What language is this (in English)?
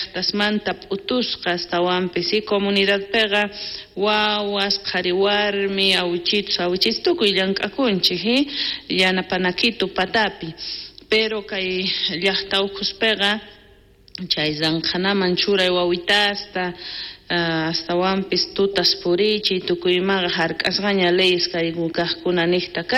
South Bolivian Quechua